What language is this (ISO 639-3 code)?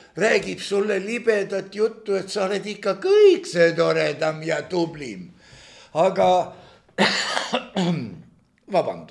est